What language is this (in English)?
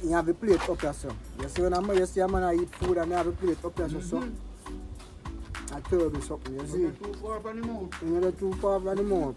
Jamaican Creole English